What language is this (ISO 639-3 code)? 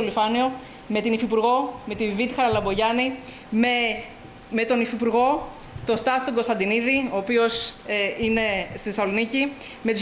ell